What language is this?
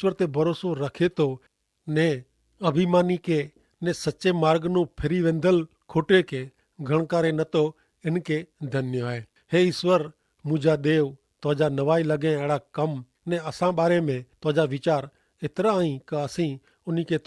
Kachhi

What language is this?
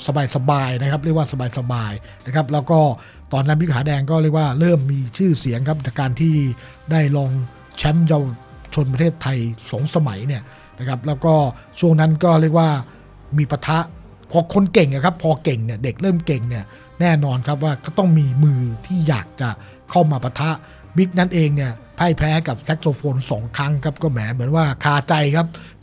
Thai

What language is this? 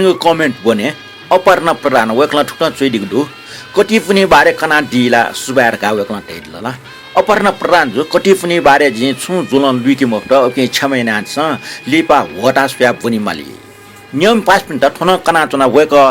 Newari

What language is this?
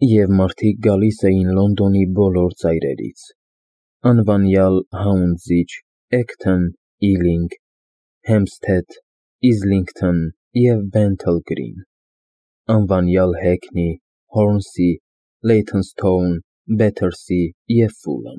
Armenian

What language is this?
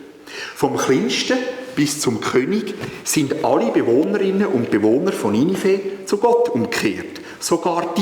Swiss German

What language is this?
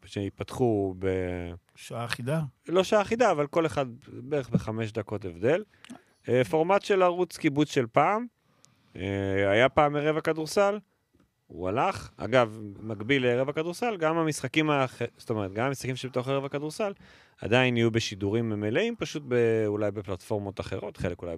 Hebrew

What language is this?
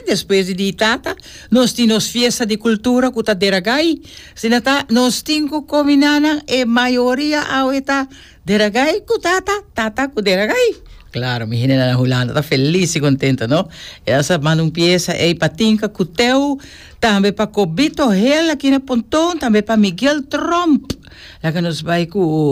Papiamento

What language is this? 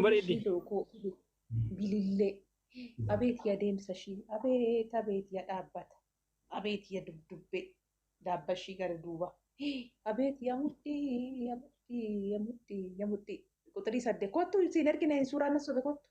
Oromo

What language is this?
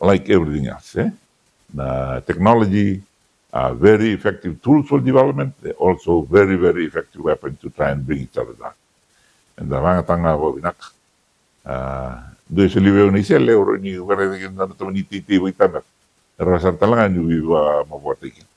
Fijian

